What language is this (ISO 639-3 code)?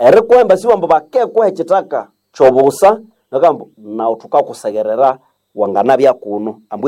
nnb